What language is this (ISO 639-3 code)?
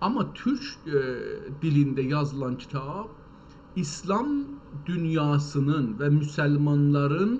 azb